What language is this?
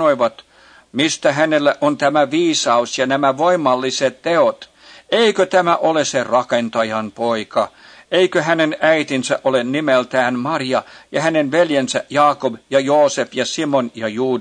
Finnish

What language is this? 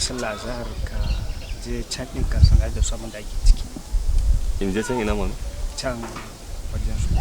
Hausa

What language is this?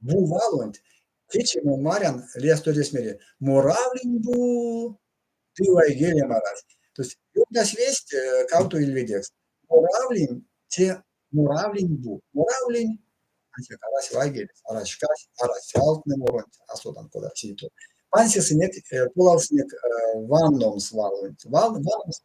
Erzya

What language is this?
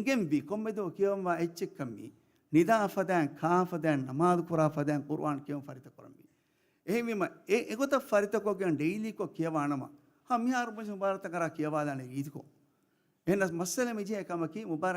Divehi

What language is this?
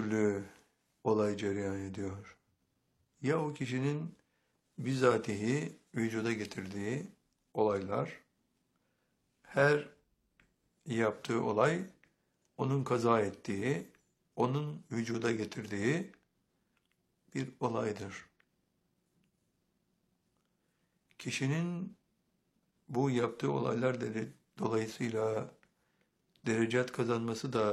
Turkish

